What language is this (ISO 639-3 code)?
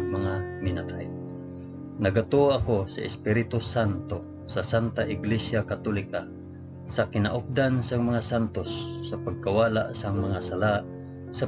hil